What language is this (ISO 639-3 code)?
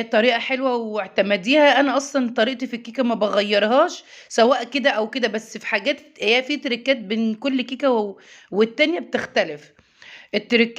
arz